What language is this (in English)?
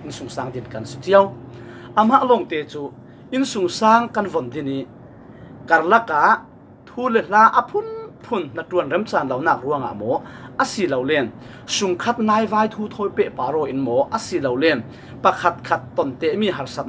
Falam Chin